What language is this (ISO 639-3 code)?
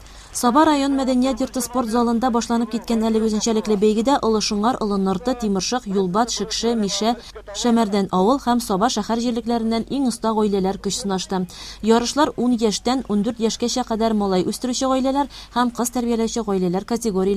tat